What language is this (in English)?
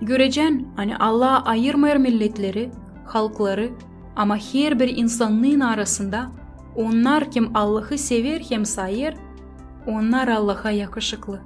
Gagauz